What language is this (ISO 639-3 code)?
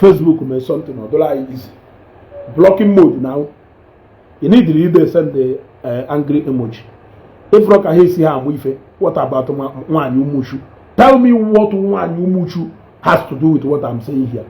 ibo